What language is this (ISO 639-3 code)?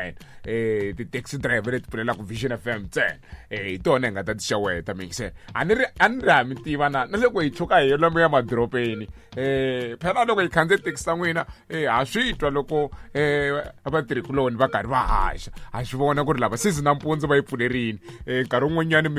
tso